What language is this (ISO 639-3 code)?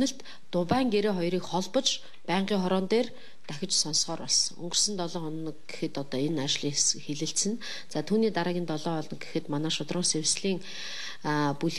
mon